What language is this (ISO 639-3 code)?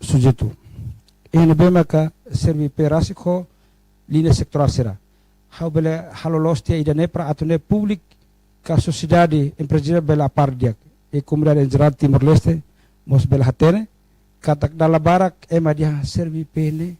tet